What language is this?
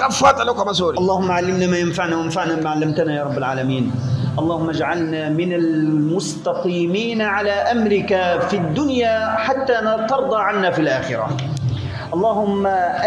Swahili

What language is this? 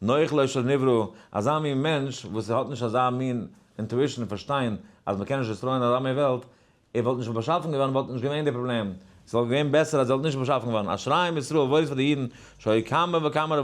Yiddish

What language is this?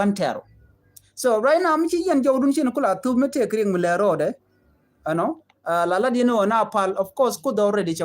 Nuer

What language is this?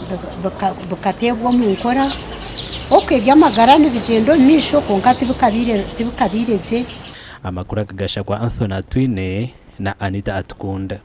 Nyankole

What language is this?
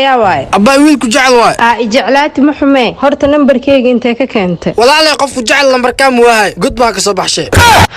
Somali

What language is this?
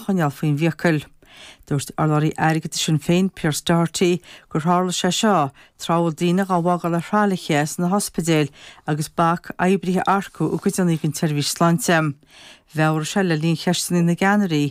Irish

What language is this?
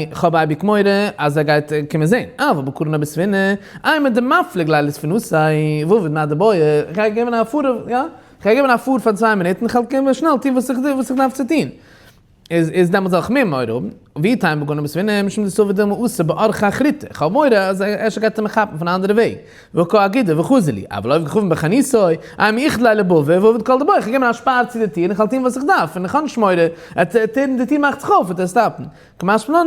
Yiddish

